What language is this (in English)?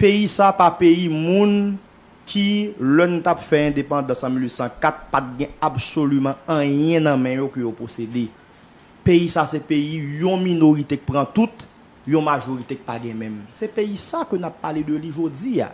Haitian Creole